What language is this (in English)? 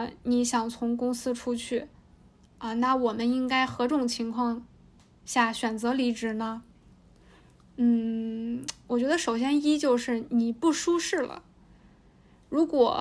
Chinese